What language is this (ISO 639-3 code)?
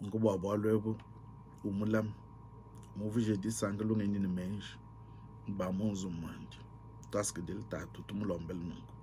lua